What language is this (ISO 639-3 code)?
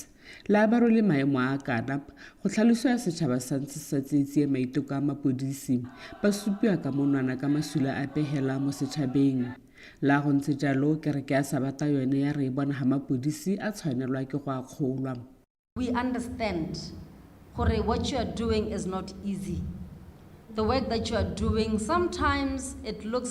tsn